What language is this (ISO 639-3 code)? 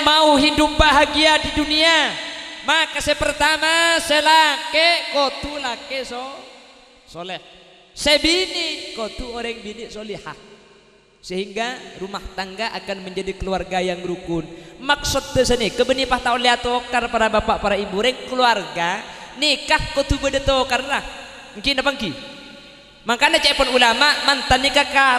mad